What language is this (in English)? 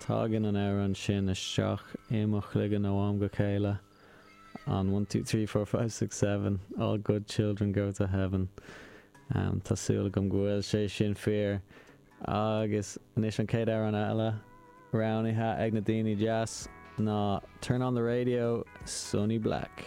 Irish